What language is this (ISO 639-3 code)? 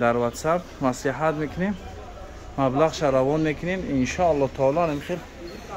tgk